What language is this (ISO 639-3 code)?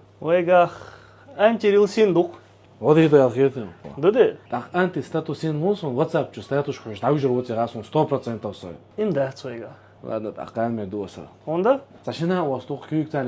che